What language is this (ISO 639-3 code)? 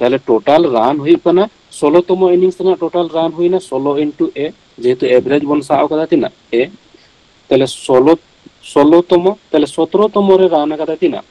sat